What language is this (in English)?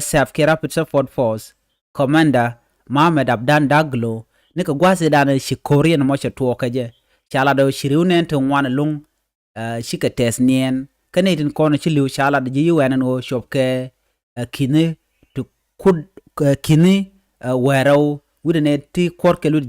Nuer